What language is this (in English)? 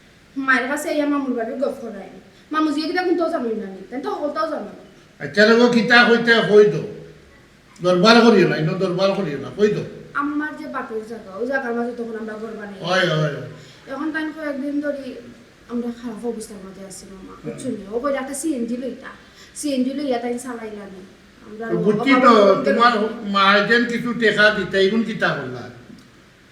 Sylheti